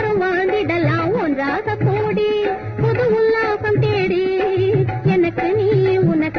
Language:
Tamil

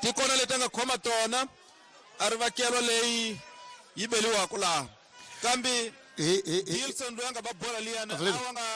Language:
Tsonga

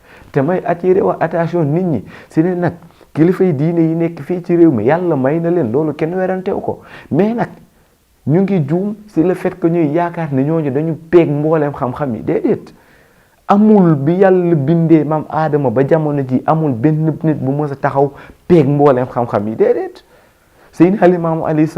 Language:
Wolof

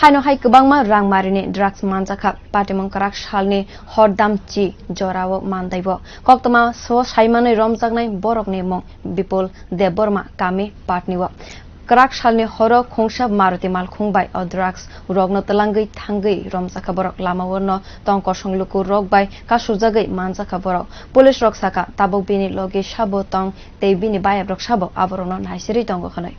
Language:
Kok Borok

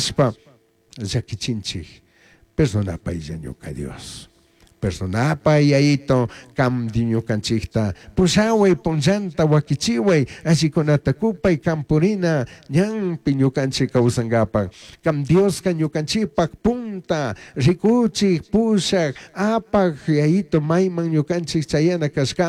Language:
Chimborazo Highland Quichua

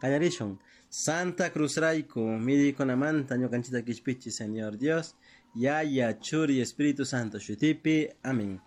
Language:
Chimborazo Highland Quichua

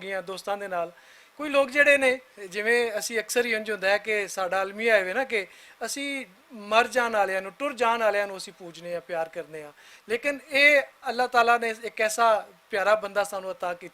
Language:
Western Panjabi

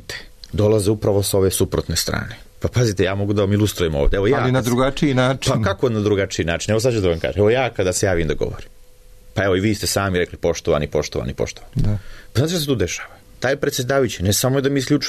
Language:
Serbian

